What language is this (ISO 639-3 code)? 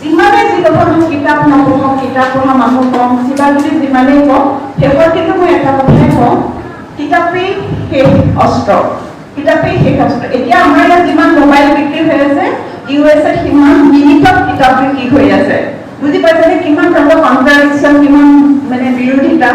asm